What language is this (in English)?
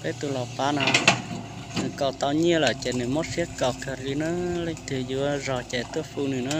Hmong